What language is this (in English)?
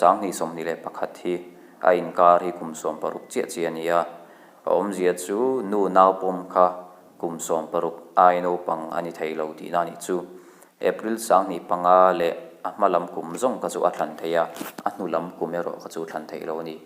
Mizo